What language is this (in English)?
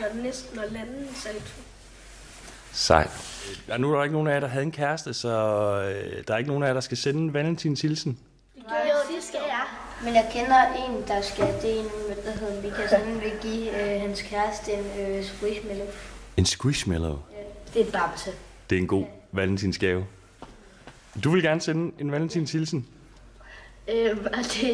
Danish